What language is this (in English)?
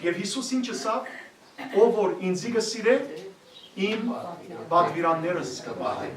Western Armenian